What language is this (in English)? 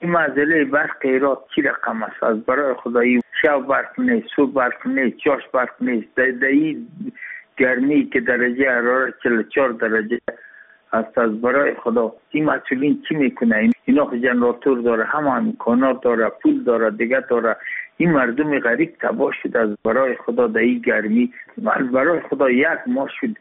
Persian